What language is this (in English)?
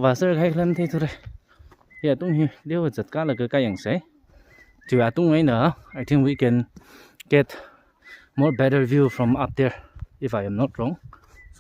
Tangkhul Naga (India)